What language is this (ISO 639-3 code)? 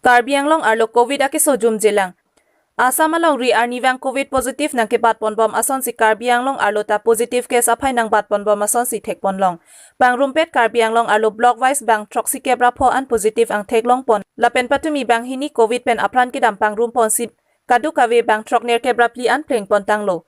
mjw